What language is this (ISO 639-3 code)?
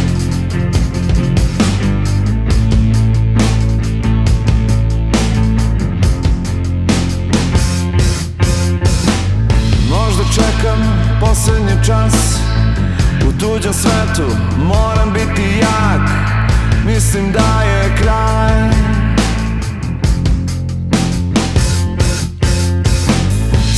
srp